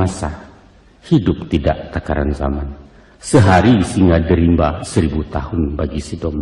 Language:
Minangkabau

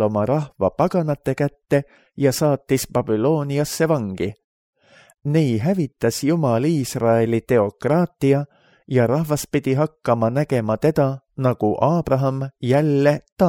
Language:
Estonian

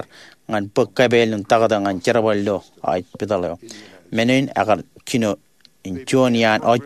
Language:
Marshallese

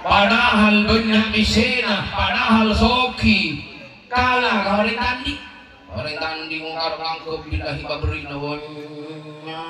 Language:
Madurese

